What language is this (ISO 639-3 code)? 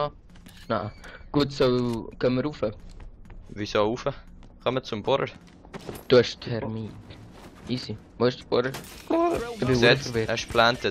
gsw